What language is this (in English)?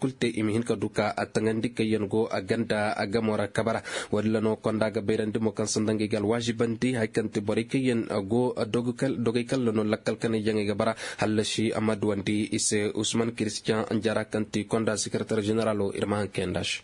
Koyraboro Senni